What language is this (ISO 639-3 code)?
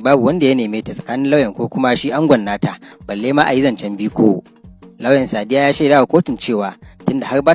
hau